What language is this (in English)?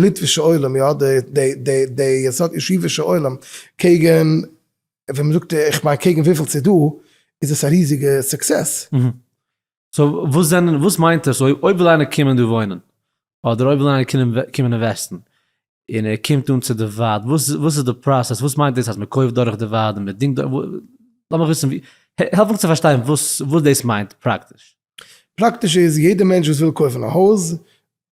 Yiddish